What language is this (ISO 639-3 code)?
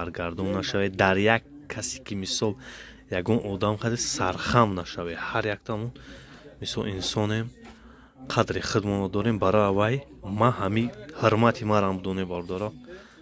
tgk